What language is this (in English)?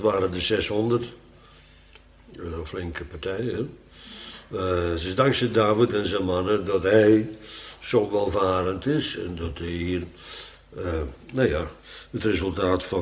Dutch